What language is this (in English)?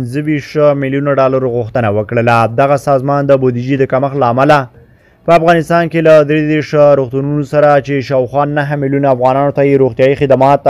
Pashto